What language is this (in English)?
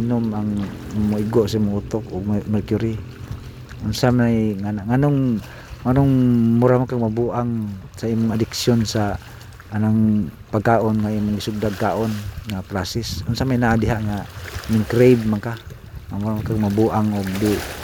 Cebuano